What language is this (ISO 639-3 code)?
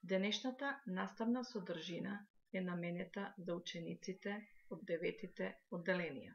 mkd